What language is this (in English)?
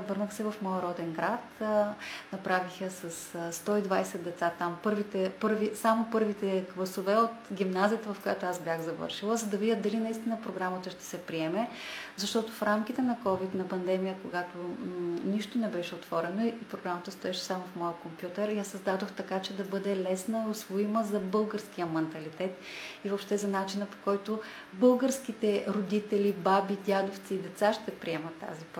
Bulgarian